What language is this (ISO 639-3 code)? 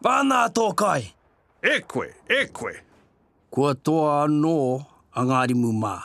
mri